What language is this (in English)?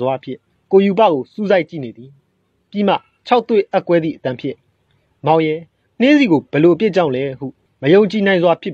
Burmese